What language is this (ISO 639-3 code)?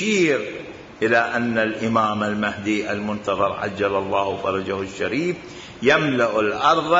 acm